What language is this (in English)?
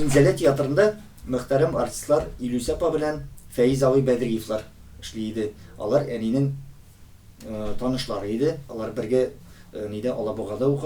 Tatar